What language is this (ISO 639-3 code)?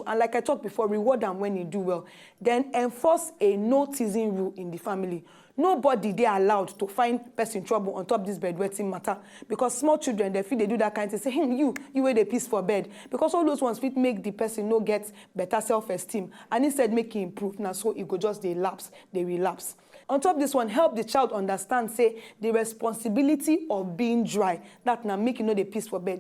pcm